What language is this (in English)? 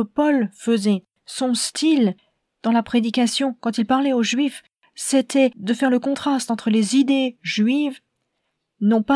French